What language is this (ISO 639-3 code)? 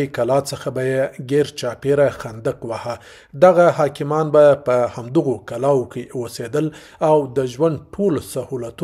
pus